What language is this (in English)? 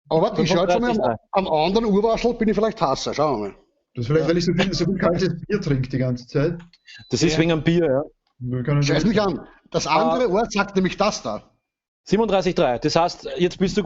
Bavarian